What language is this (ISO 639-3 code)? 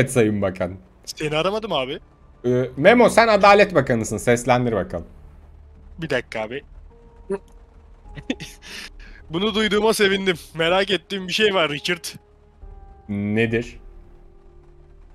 tur